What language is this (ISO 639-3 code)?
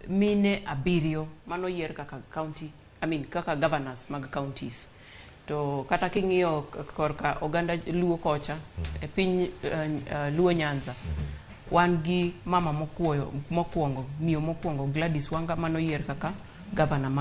luo